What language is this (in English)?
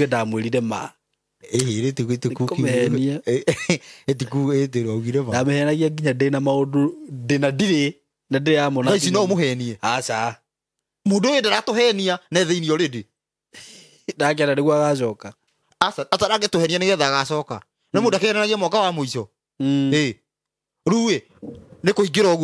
Kikuyu